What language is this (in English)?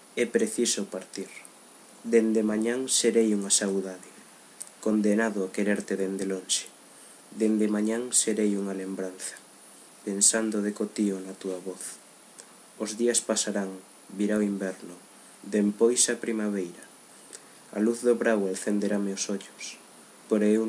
Galician